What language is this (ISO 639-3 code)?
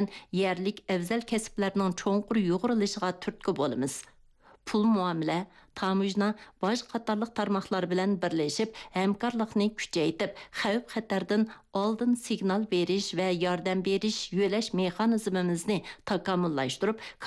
uig